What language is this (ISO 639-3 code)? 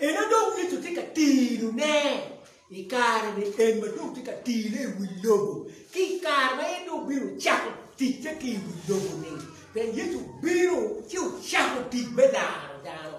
ach